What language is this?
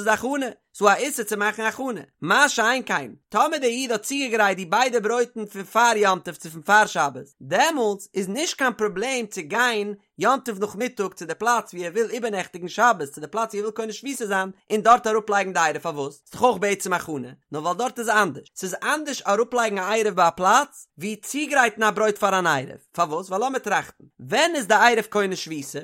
Yiddish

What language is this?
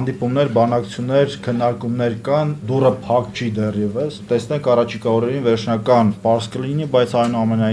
Armenian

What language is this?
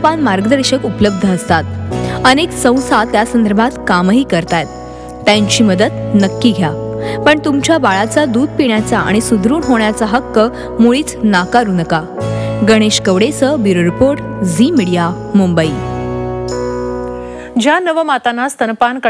Marathi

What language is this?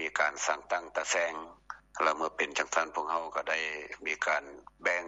Lao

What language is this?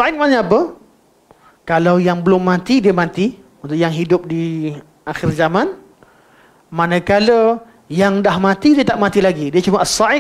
Malay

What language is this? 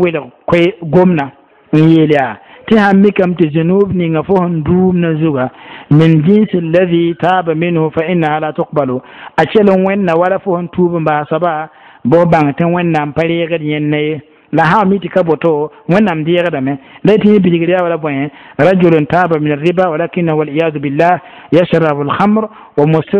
Mossi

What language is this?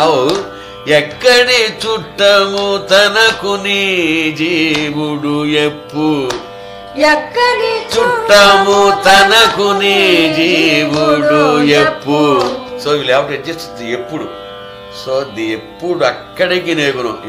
Telugu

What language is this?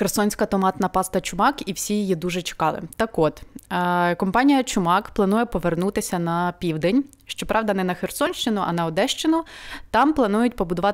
Ukrainian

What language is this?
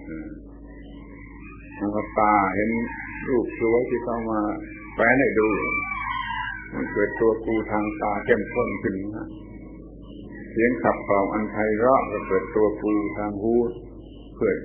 Thai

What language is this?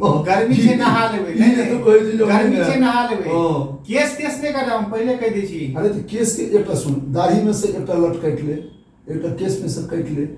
Maithili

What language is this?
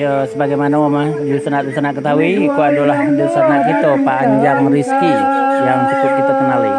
Minangkabau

